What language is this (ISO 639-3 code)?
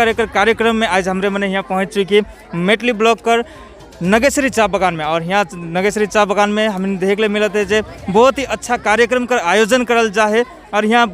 sck